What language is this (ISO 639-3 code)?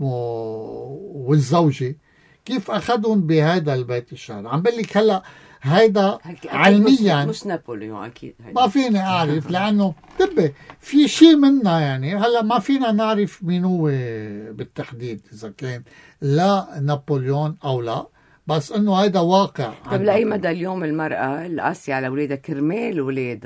apc